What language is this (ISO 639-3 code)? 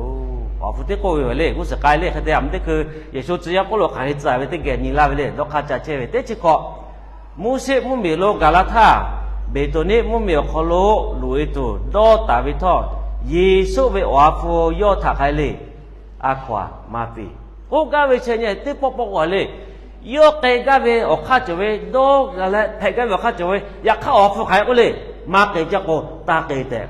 lhu